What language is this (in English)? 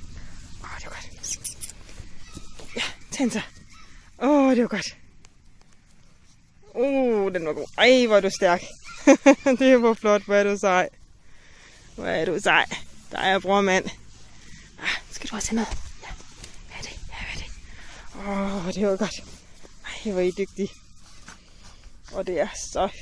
Danish